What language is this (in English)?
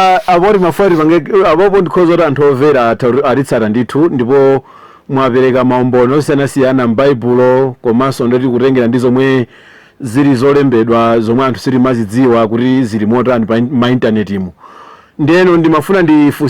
Nyanja